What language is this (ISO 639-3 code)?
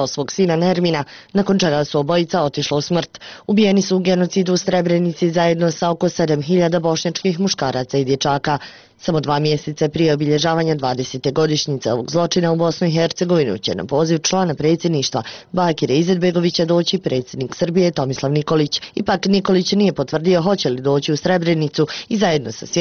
bos